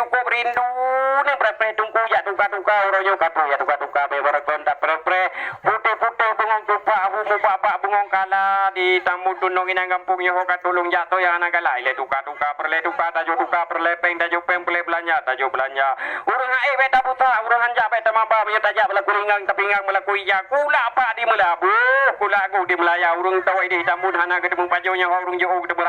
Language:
Achinese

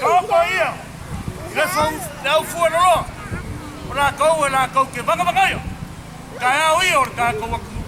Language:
Samoan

